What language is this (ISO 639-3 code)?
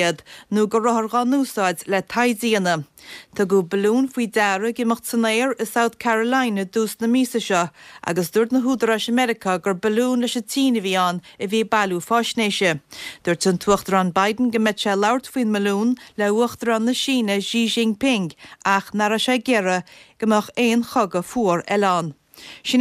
gle